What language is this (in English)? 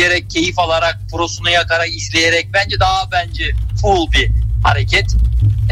Turkish